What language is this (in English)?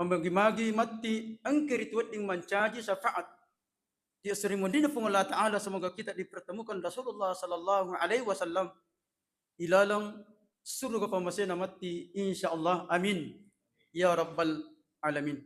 Buginese